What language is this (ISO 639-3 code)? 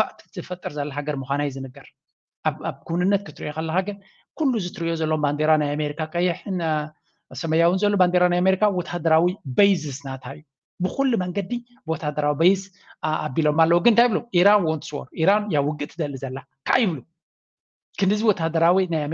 tir